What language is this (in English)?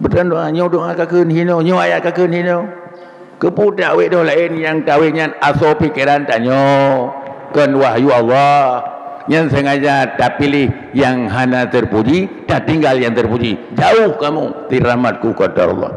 Achinese